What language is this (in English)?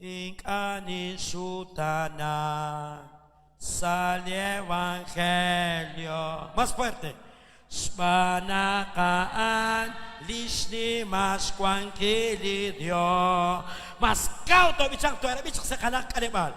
Kekchí